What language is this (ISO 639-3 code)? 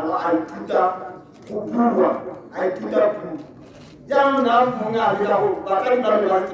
tsn